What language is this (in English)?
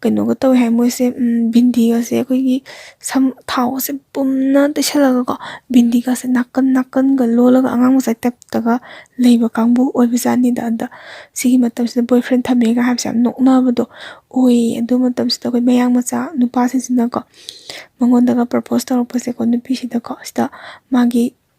Manipuri